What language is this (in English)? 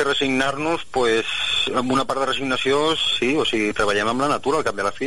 Catalan